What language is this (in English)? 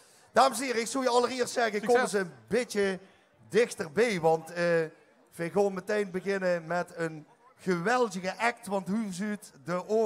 Limburgish